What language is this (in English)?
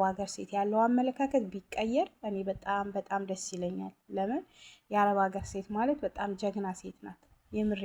Amharic